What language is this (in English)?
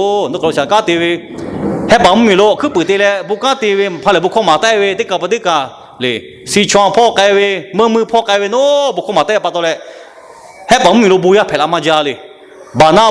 Lahu